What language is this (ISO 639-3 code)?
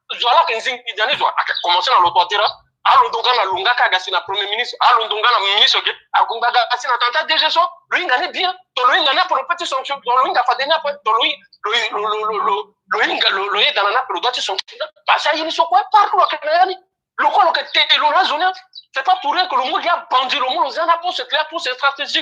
sag